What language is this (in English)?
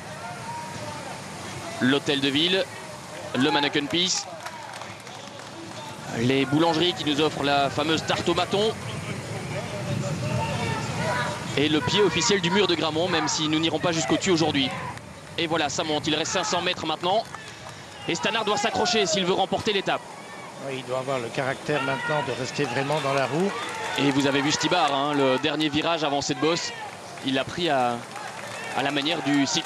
French